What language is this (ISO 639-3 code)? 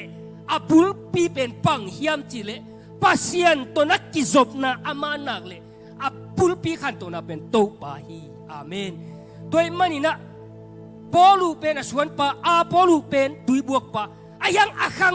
ctd